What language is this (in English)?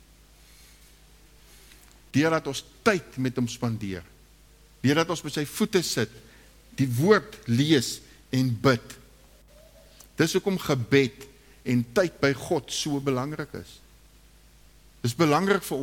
Afrikaans